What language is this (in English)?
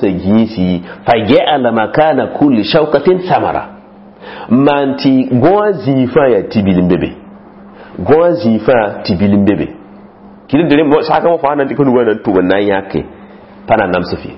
Mossi